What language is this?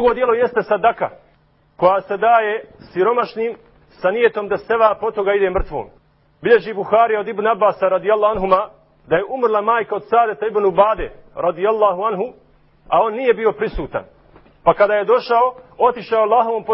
Bosnian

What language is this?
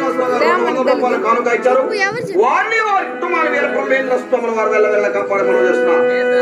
Telugu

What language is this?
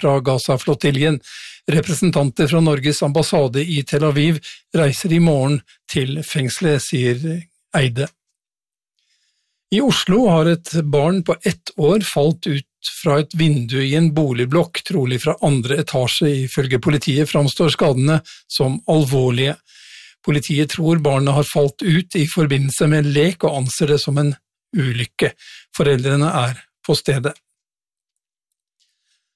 Norwegian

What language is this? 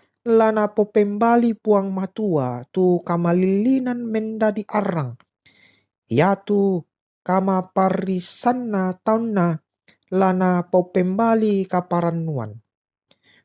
Toraja-Sa'dan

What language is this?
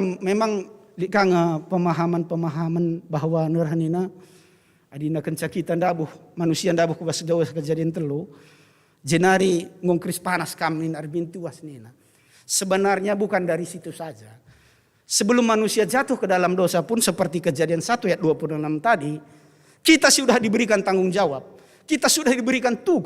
Batak Karo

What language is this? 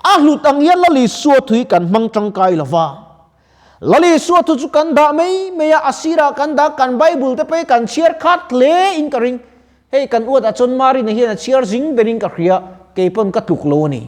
Mizo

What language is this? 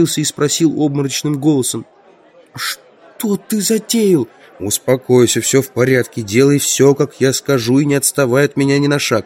Russian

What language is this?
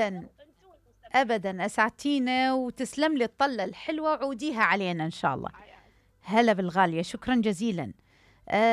Mesopotamian Arabic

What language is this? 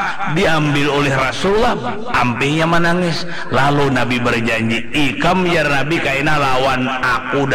Banjar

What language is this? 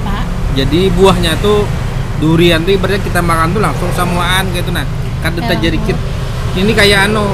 Banjar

